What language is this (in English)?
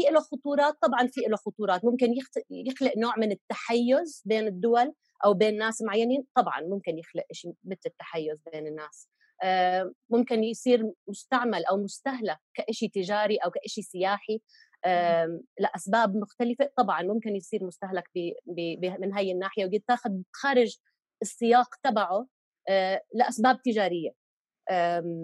North Levantine Arabic